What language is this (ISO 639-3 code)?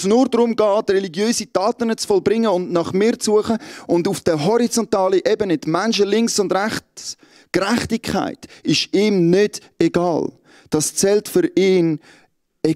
gsw